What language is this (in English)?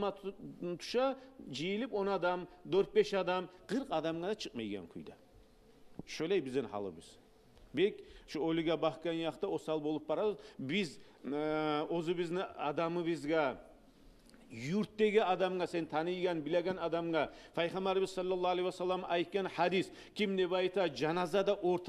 Kumyk